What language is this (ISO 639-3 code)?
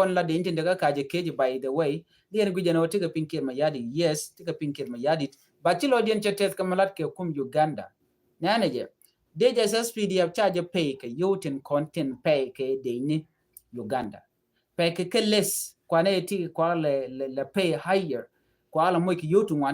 nus